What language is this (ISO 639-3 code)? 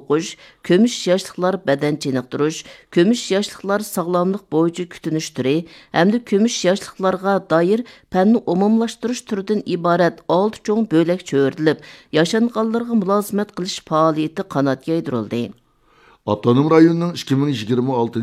uig